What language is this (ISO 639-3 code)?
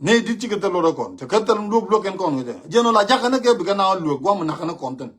nus